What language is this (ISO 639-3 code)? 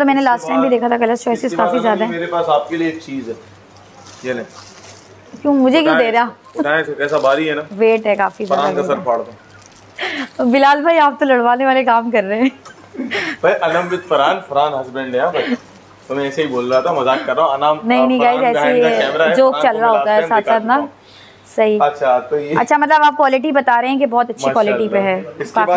hin